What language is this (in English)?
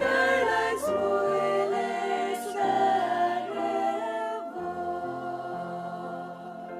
Faroese